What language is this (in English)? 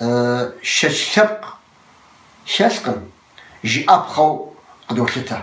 Kabardian